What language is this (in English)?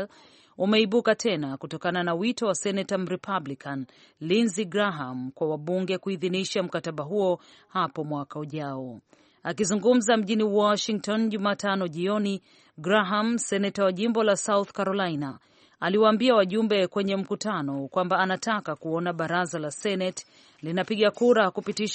Swahili